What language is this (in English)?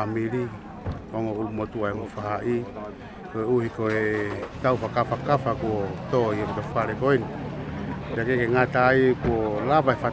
Tongan